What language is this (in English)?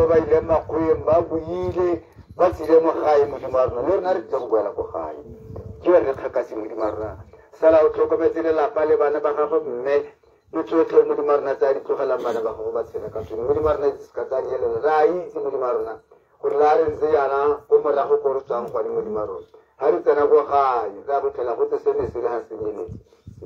Tswana